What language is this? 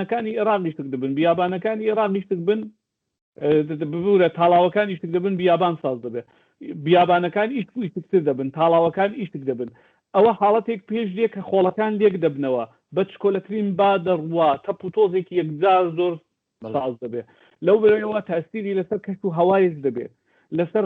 Central Kurdish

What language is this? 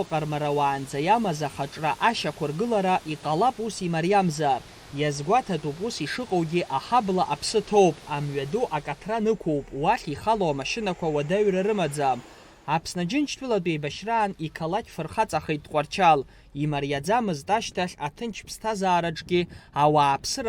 Abkhazian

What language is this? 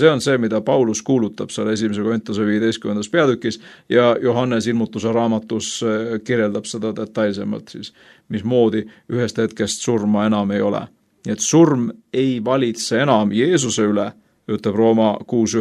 Estonian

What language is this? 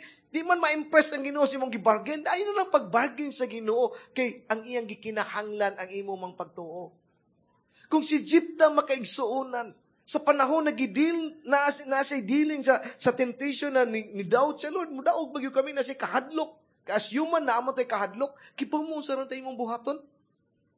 Cebuano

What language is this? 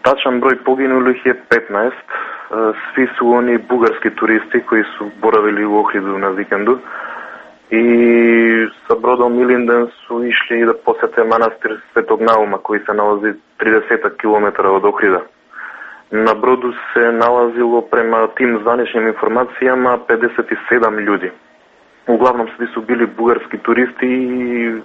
Serbian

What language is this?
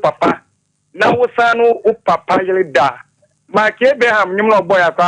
Akan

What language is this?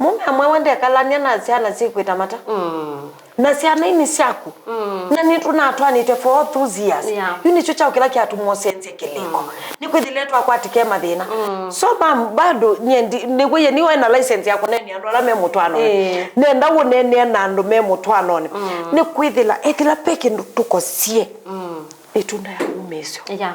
Kamba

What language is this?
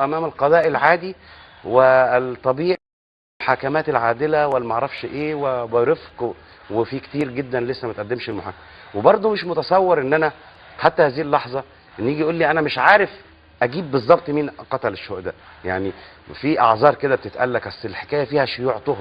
Egyptian Arabic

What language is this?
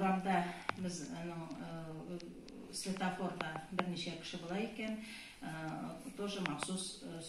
Tatar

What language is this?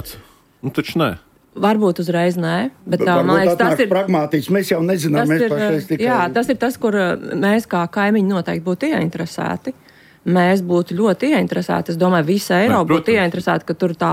Latvian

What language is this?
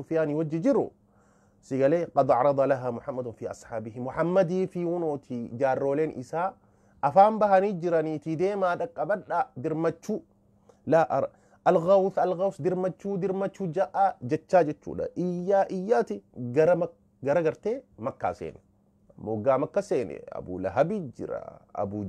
Oromo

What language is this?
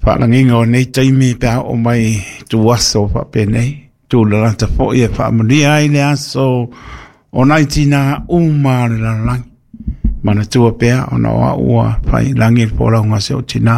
Samoan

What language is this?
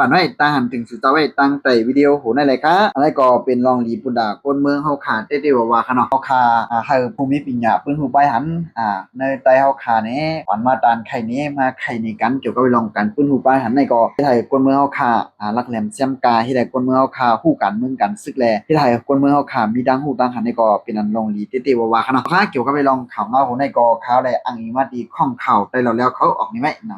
Shan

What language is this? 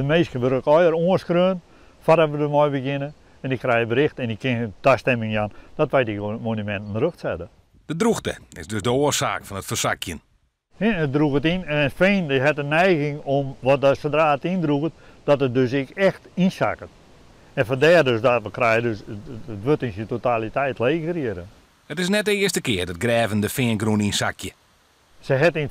Western Frisian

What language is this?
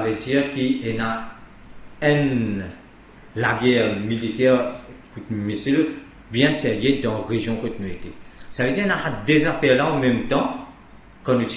Morisyen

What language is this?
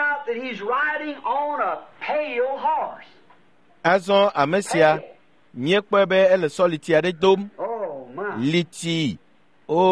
Ewe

